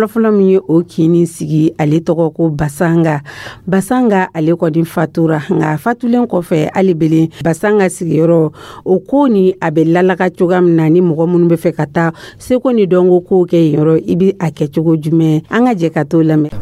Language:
Dyula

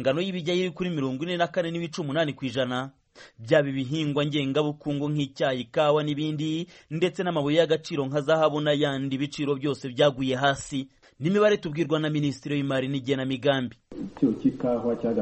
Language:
Kinyarwanda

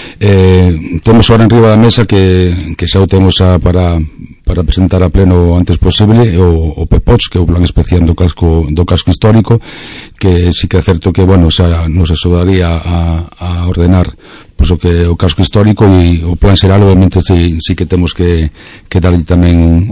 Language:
Galician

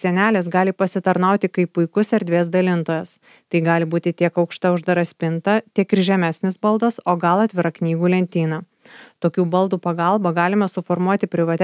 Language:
Lithuanian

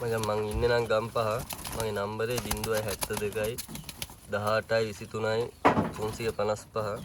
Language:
Sinhala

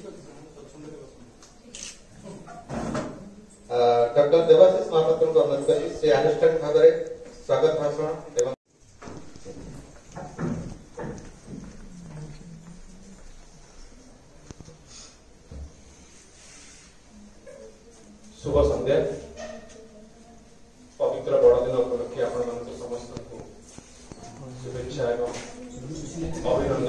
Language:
Odia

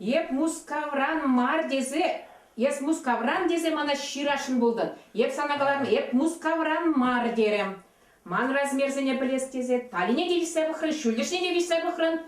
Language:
Chuvash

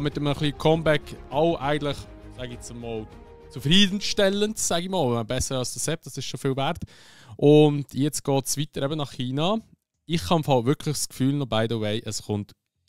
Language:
Swiss German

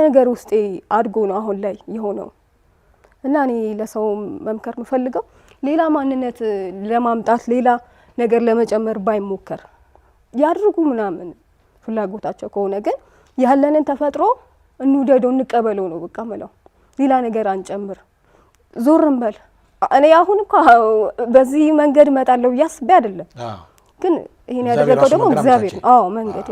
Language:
Amharic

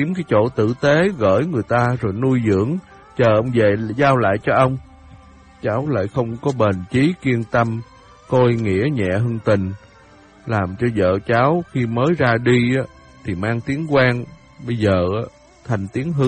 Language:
Vietnamese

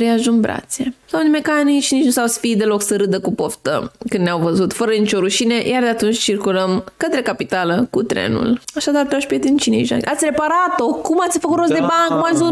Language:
Romanian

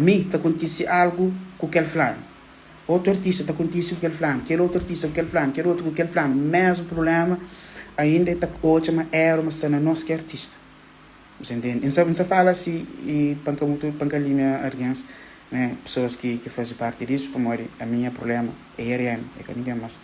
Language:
Kabuverdianu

